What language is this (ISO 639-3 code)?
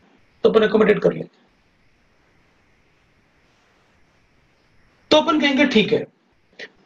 hin